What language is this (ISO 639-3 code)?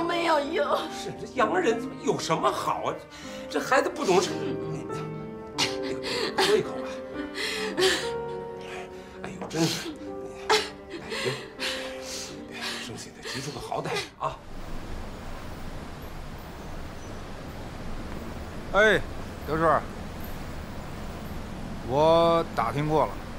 zho